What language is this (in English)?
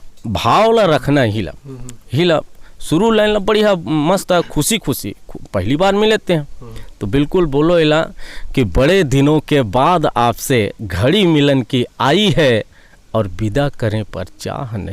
Chhattisgarhi